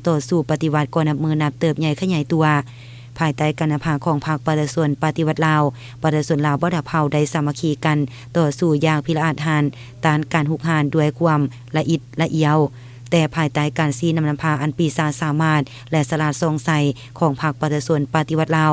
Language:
Lao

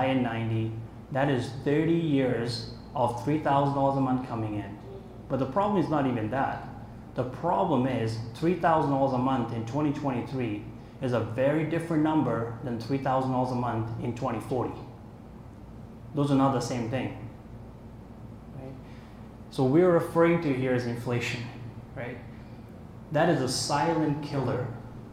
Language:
English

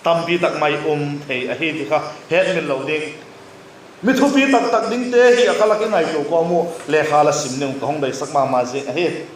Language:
Vaiphei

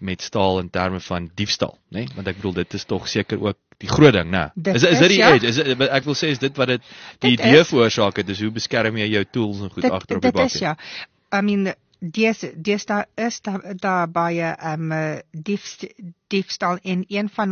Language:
Afrikaans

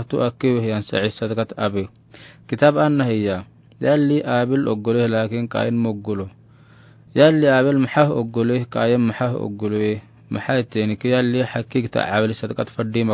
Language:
Afar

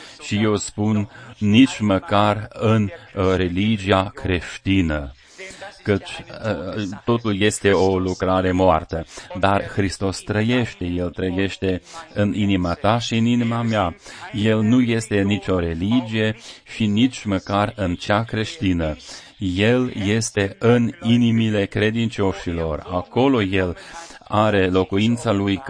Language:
Romanian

